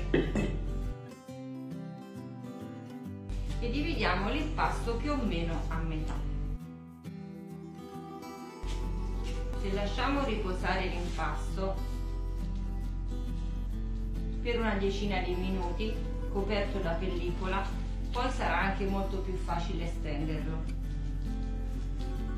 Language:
Italian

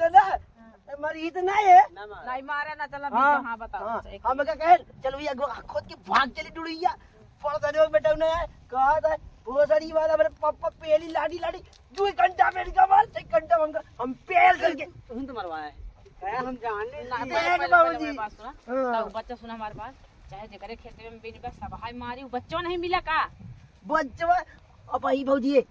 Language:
Awadhi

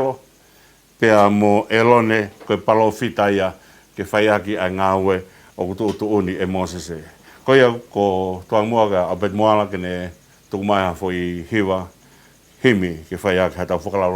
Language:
Tongan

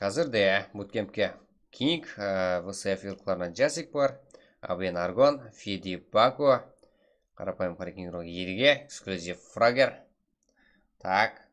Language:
Kara-Kalpak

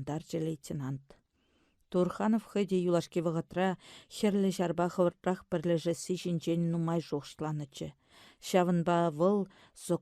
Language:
Chuvash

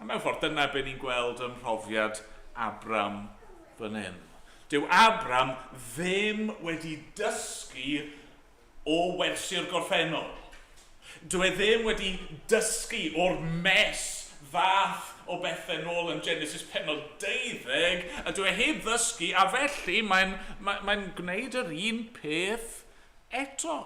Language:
Welsh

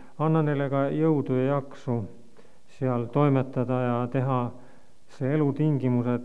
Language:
Estonian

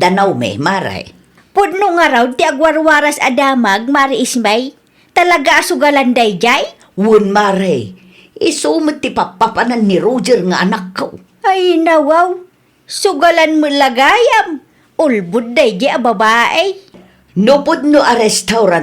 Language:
Iloko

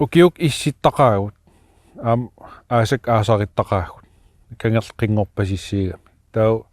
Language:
Kalaallisut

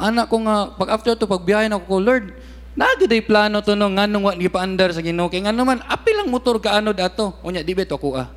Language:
Cebuano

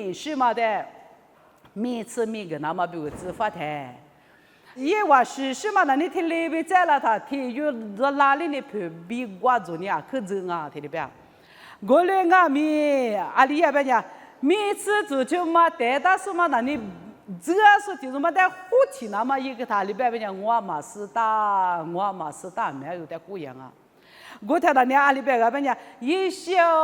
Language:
Lisu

